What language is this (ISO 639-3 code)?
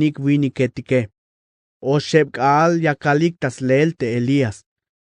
tzh